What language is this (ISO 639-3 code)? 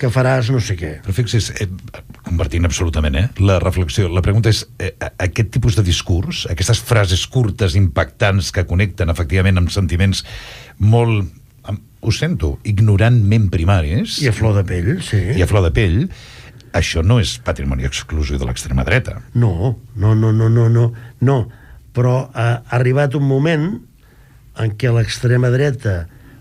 cat